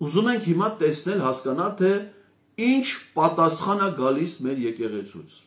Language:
Armenian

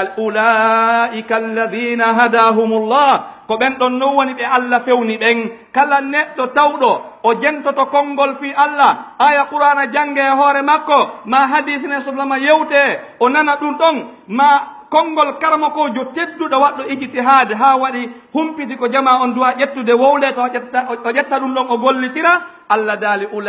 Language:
Pular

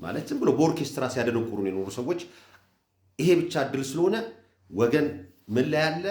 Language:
Amharic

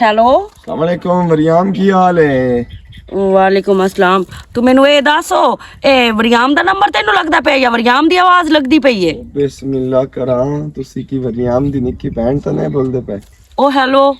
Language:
Western Panjabi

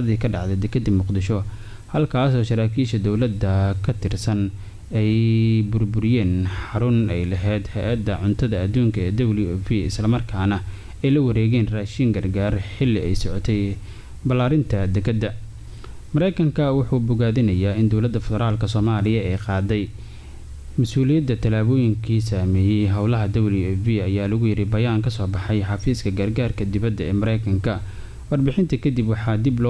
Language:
Somali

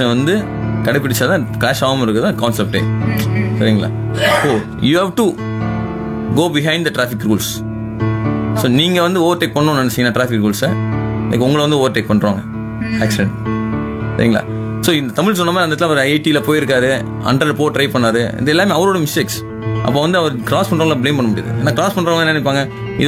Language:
Tamil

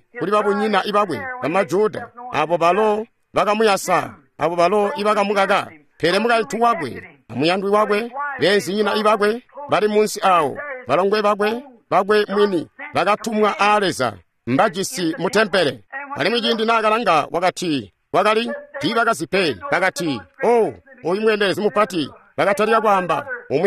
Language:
Tonga (Zambia)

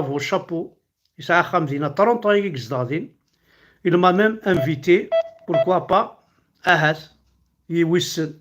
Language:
Kabyle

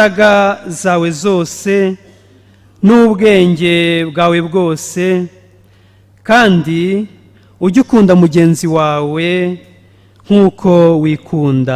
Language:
Kinyarwanda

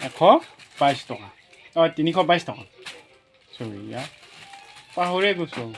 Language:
Assamese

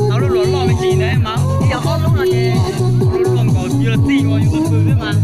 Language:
Hmong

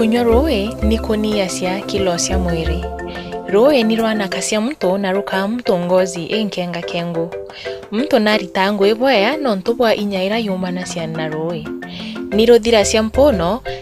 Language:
Meru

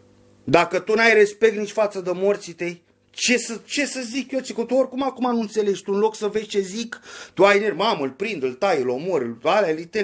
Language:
Romanian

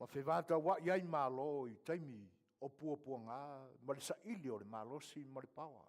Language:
Samoan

